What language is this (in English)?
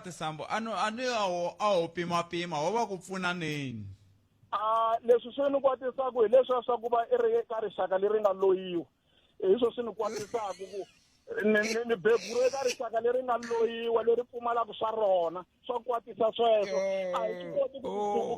Tsonga